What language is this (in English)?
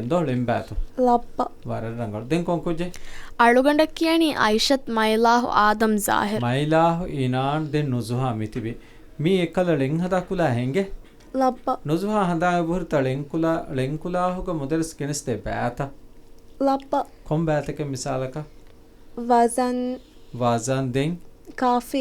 Divehi